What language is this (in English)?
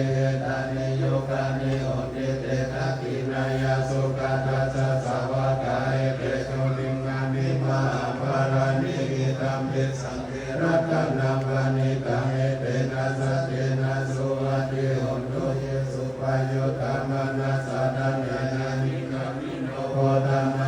Pali